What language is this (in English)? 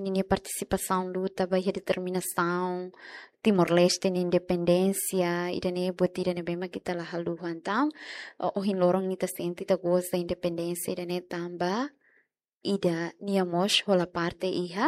Tetum